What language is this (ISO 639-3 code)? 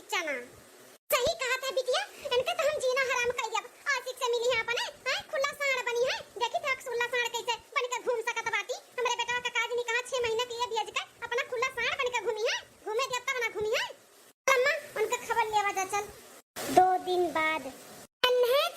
awa